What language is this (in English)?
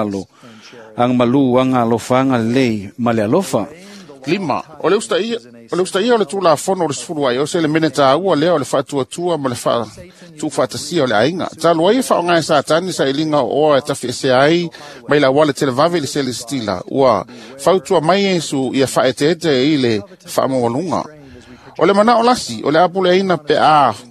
Samoan